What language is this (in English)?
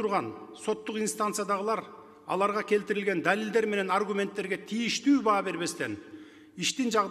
Kyrgyz